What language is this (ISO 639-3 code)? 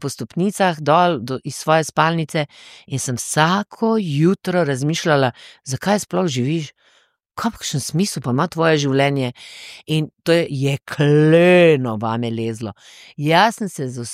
slv